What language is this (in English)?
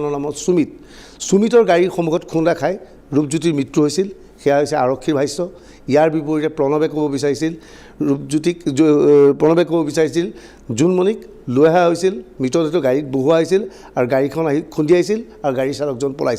Assamese